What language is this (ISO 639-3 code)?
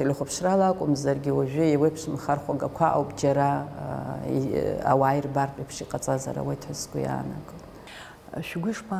abk